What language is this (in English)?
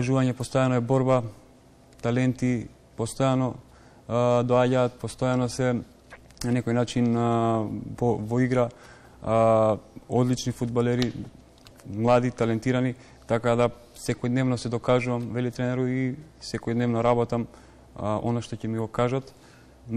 Macedonian